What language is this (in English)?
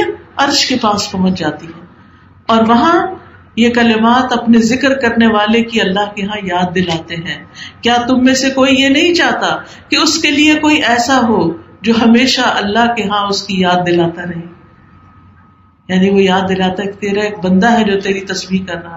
Urdu